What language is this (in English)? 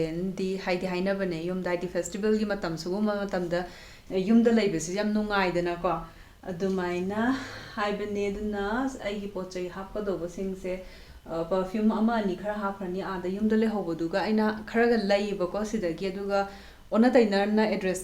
Manipuri